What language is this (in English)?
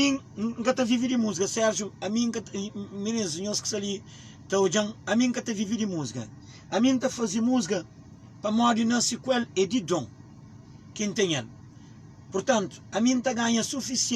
Kabuverdianu